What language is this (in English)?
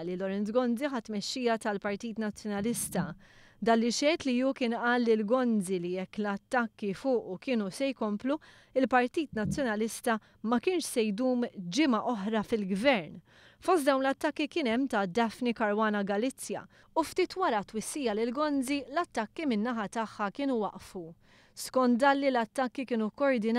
Maltese